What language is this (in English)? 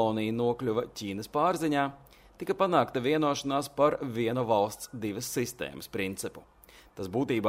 Latvian